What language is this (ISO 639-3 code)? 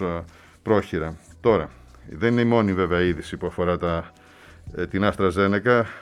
ell